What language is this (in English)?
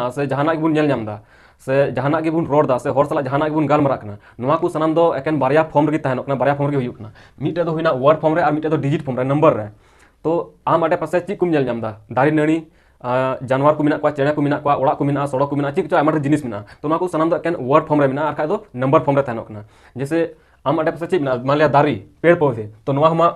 Santali